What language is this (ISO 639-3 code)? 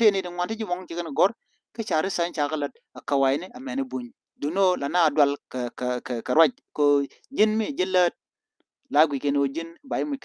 nus